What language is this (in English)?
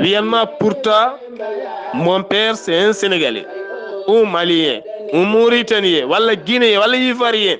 Fula